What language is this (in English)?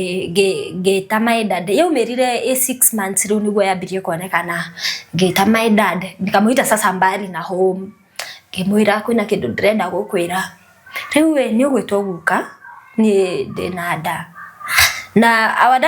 Kikuyu